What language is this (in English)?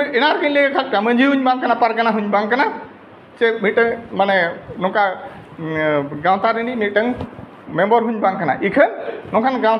Santali